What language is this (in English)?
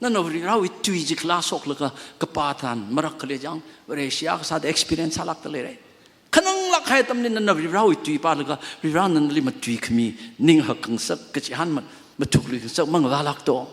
Tangkhul Naga (India)